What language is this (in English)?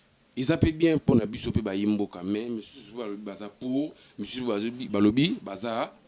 Lingala